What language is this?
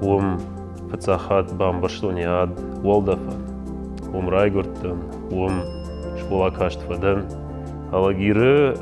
Ossetic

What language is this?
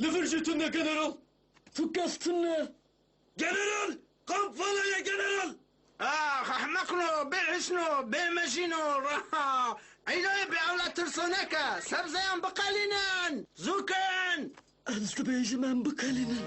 Kurdish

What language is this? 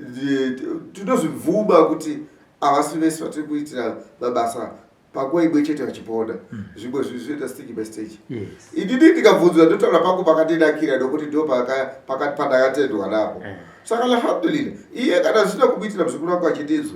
Shona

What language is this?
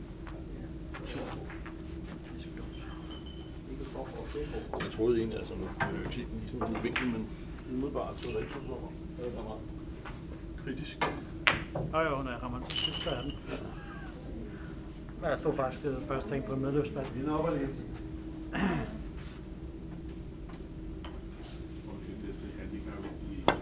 Danish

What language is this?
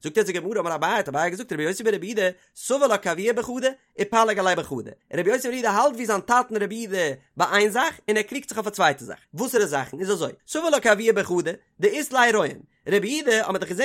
Yiddish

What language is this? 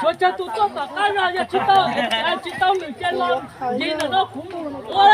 Hmong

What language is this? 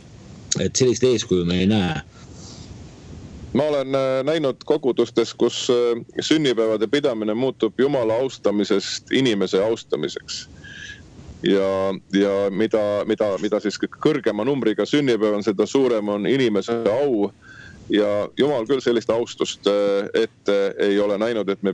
Estonian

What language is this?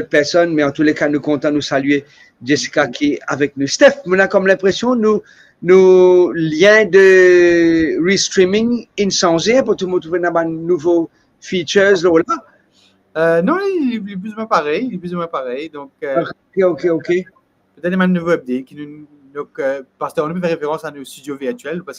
Morisyen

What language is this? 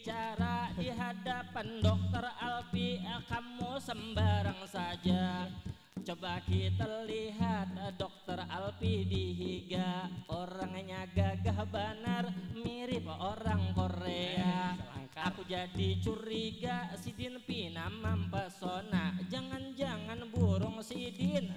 Banjar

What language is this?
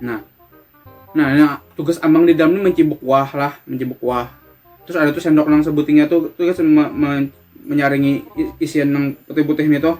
Banjar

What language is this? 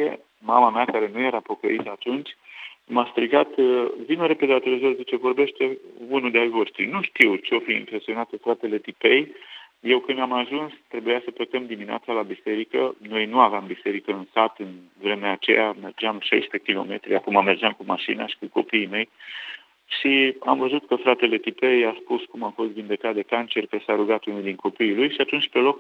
Romanian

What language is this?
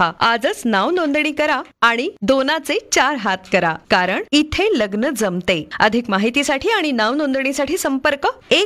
Marathi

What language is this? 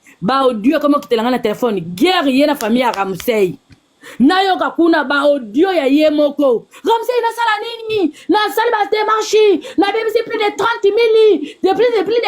Lingala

